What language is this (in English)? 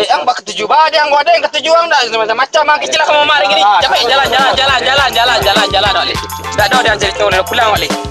Minangkabau